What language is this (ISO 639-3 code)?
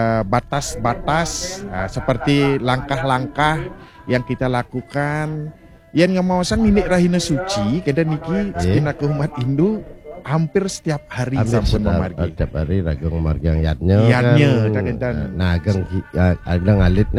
ban